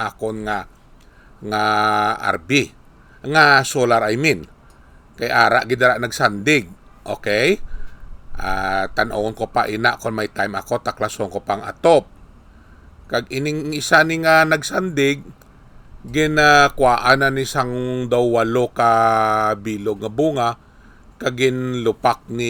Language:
Hiligaynon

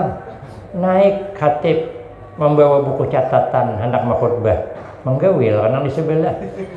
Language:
Banjar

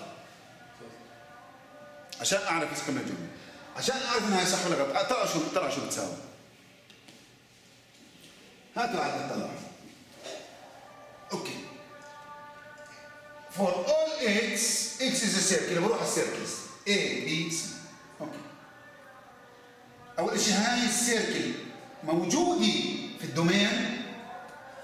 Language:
South Levantine Arabic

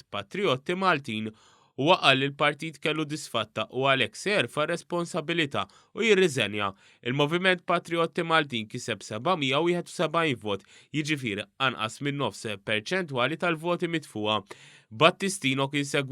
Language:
Maltese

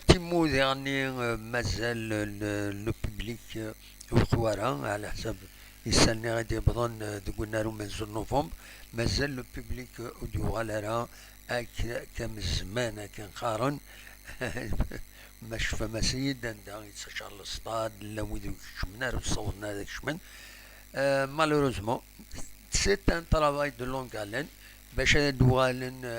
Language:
Kabyle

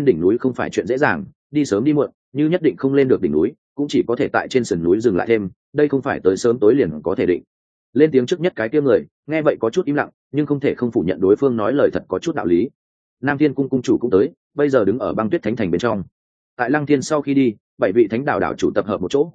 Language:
Vietnamese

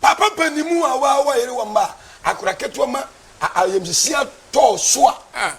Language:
Akan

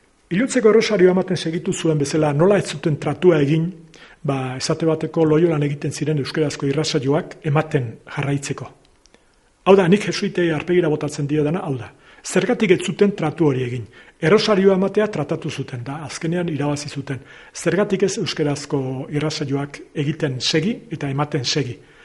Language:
Basque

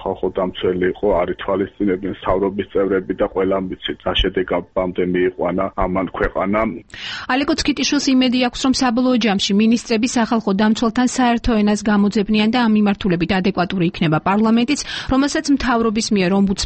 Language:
Georgian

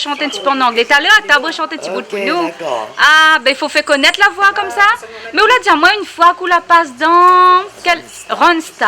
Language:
Réunion Creole French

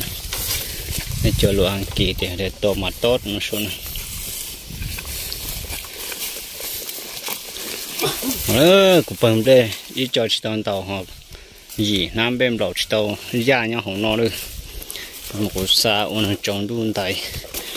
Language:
Vietnamese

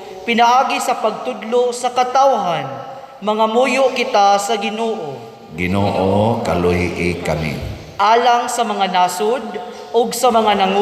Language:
Cebuano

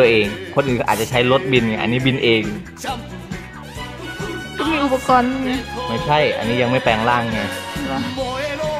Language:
Thai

